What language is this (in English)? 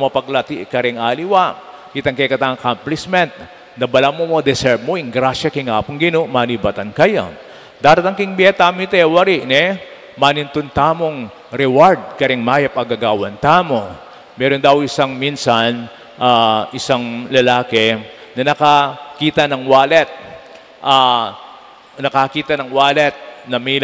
Pampanga